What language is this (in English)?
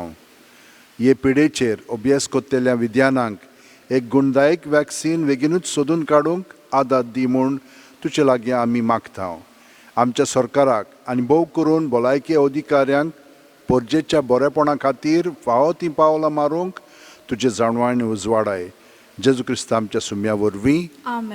Konkani